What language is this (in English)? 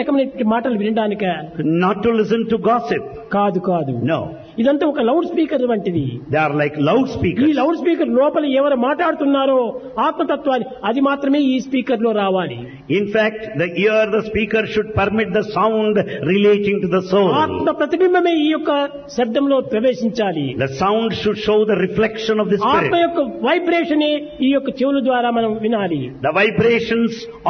Telugu